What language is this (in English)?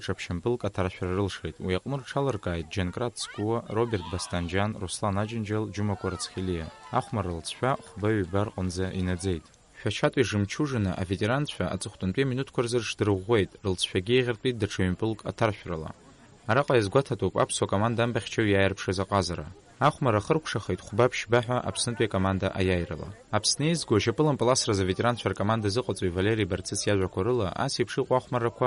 Abkhazian